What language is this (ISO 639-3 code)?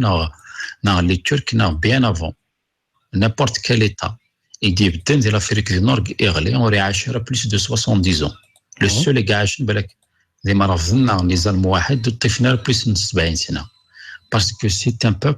kab